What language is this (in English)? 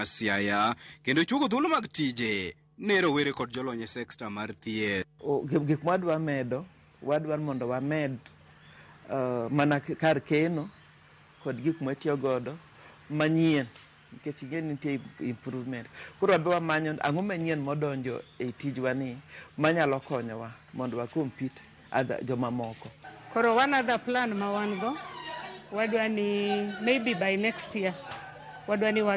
Luo (Kenya and Tanzania)